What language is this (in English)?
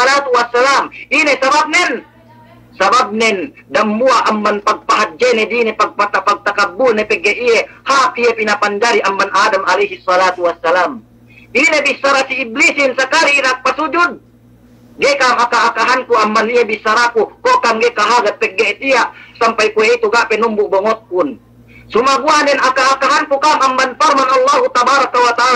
Yakan